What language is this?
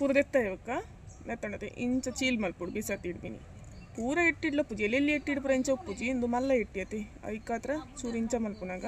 Tulu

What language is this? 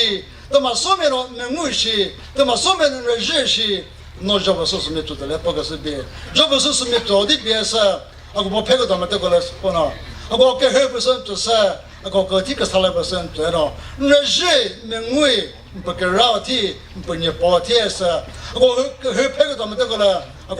Chokri Naga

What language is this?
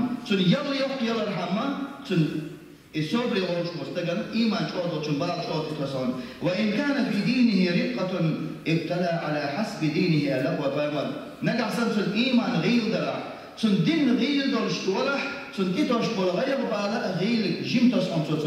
Chechen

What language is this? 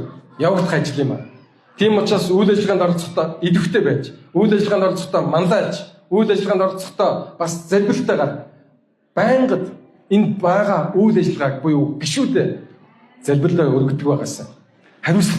Mongolian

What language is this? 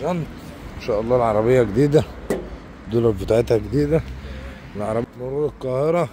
Egyptian Arabic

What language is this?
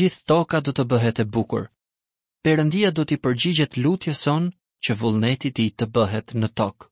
Albanian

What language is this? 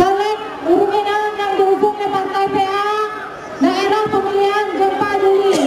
Achinese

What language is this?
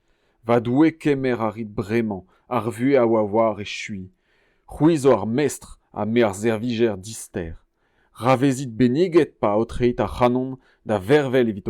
Breton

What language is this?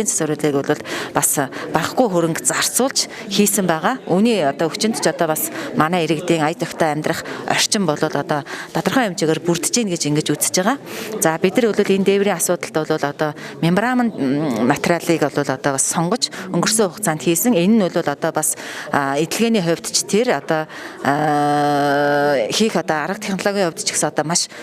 Mongolian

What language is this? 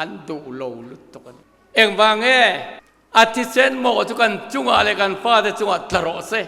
Mizo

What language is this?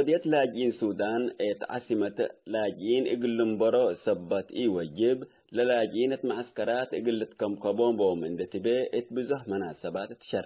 Tigre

